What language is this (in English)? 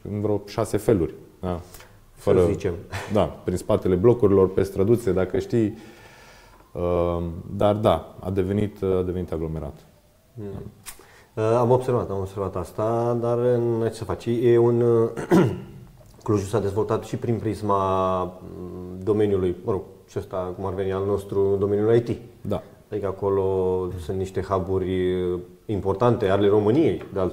Romanian